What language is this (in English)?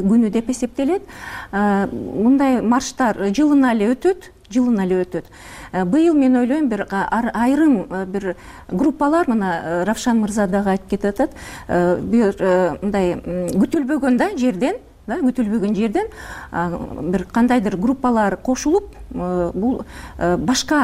Kyrgyz